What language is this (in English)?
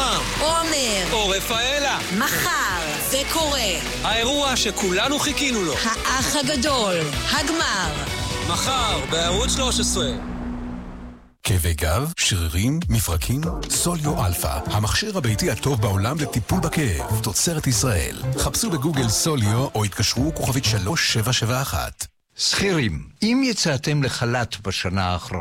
Hebrew